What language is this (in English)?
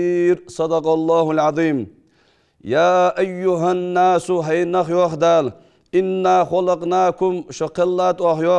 Ingush